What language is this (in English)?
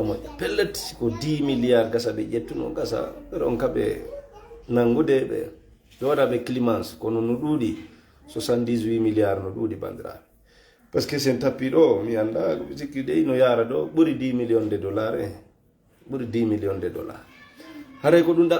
Fula